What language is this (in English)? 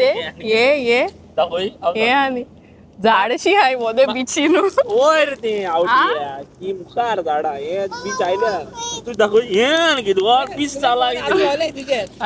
Konkani